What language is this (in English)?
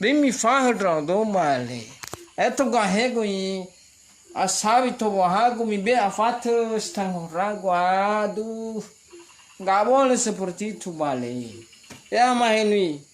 Nias